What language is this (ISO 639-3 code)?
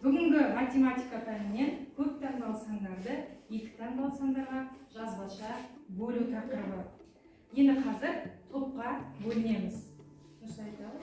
kaz